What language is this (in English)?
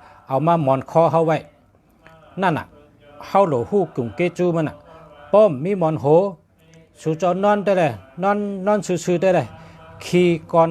Shan